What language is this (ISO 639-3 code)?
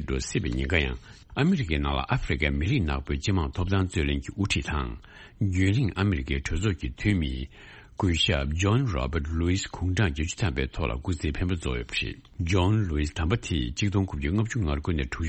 bod